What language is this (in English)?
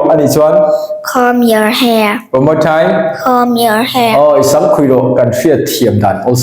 Mizo